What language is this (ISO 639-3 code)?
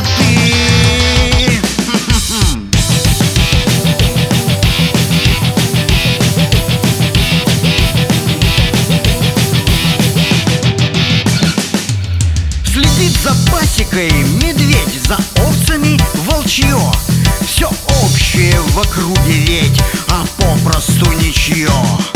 rus